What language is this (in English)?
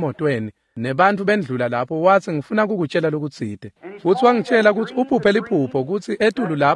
Swati